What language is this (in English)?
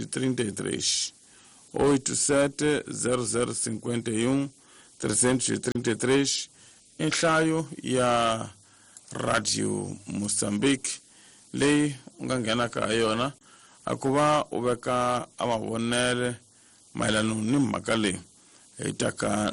Tsonga